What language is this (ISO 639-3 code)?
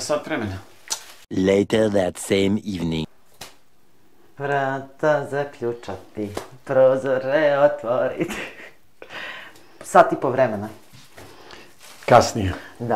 hrv